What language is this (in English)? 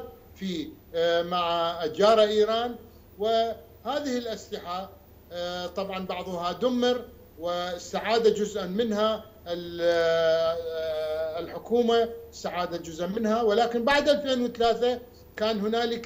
Arabic